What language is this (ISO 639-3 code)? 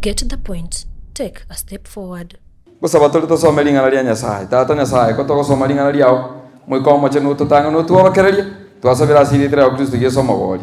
guz